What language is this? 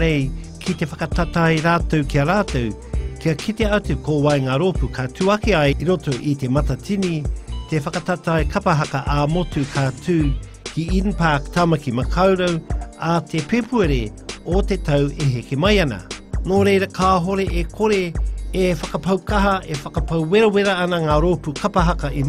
Māori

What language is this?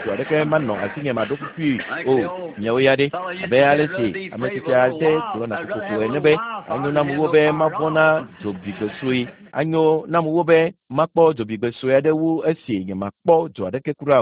Ewe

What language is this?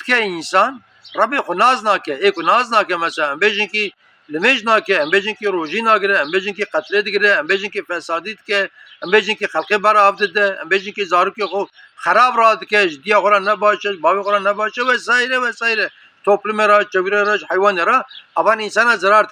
Kurdish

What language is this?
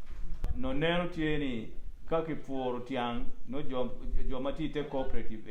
Acoli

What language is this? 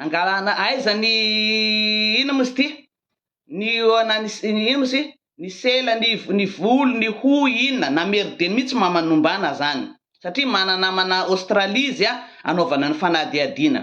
Malagasy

